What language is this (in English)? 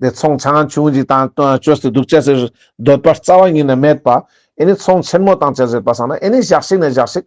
Ladakhi